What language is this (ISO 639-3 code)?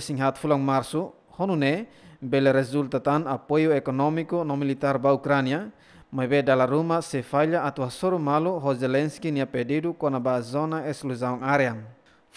tet